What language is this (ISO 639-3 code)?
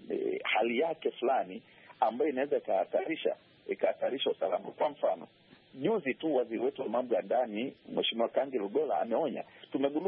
swa